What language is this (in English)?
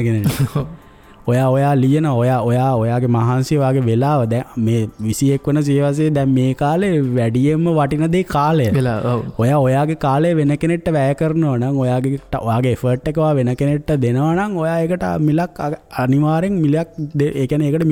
Sinhala